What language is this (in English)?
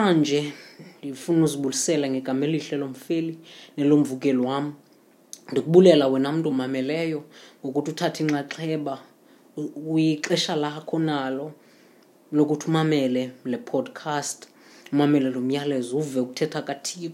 Xhosa